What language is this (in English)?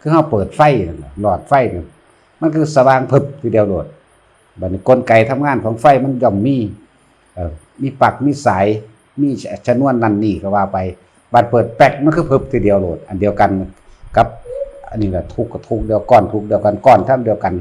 Northeastern Thai